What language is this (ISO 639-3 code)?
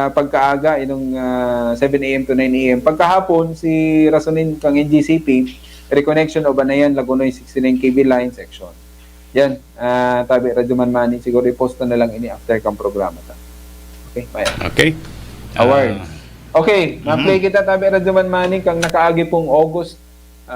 bik